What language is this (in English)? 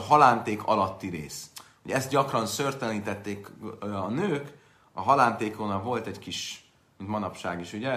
Hungarian